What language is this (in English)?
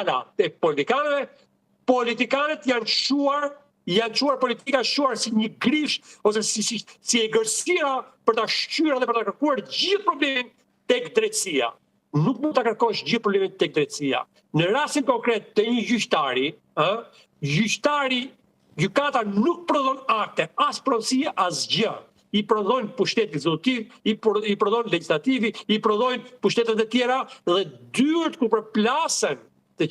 Albanian